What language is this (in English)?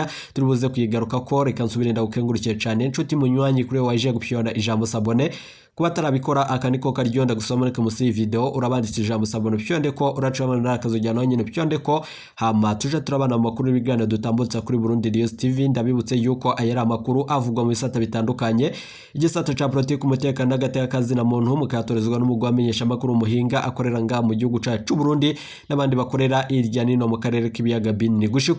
Rundi